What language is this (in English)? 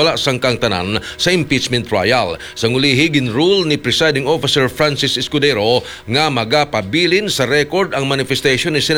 Hiligaynon